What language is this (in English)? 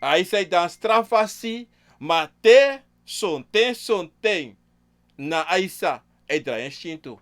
Sranan Tongo